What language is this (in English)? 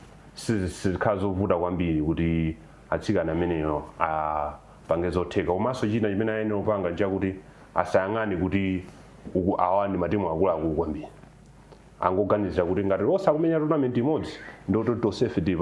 Nyanja